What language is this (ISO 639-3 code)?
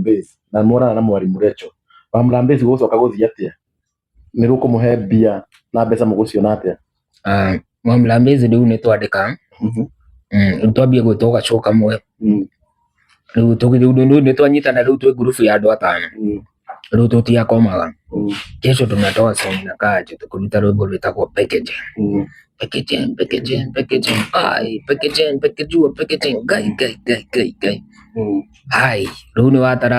kik